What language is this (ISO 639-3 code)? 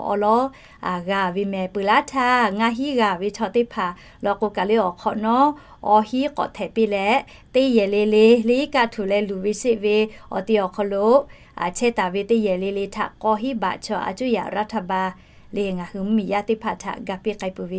lhu